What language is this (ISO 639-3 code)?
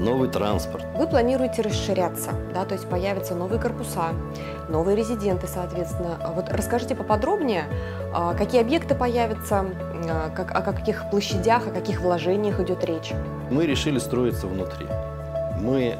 rus